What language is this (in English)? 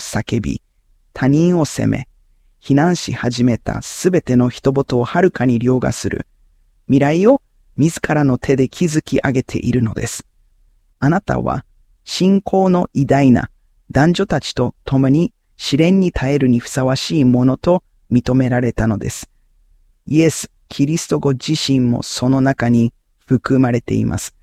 Japanese